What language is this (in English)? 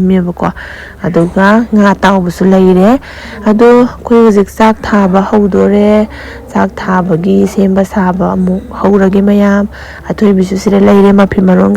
Manipuri